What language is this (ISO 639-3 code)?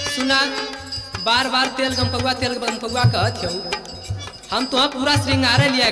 bho